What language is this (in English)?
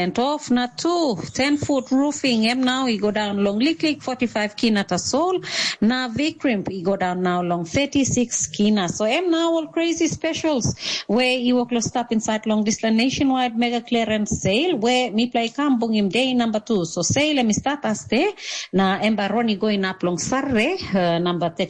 Tok Pisin